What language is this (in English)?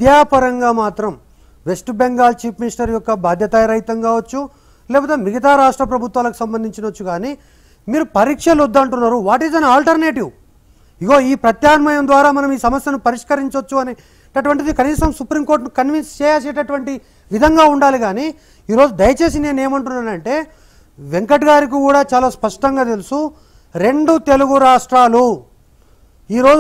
Telugu